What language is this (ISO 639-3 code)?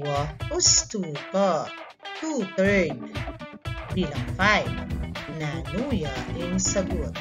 pam